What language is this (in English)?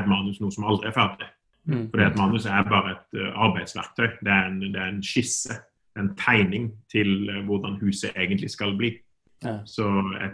Norwegian